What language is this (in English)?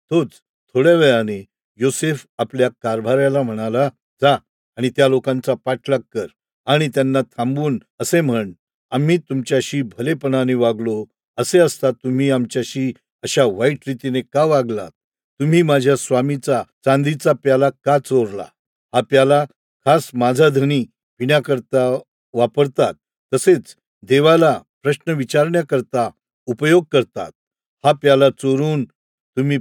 Marathi